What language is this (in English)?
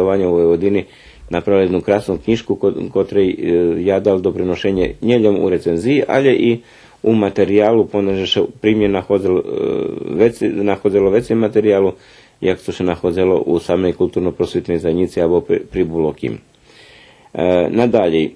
Rusyn